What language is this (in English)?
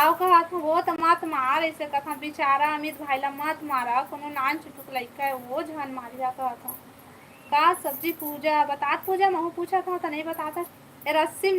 Chhattisgarhi